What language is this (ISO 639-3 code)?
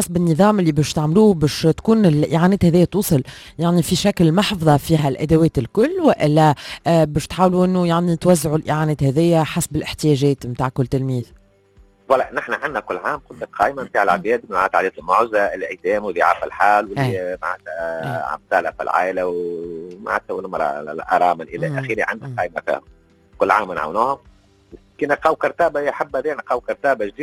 aeb